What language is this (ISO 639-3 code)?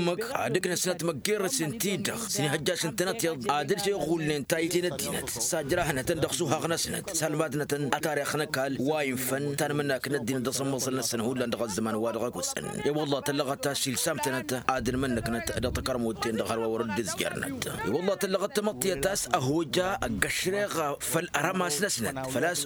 taq